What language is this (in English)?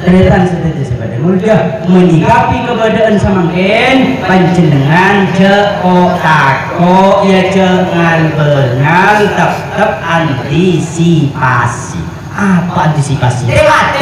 Madurese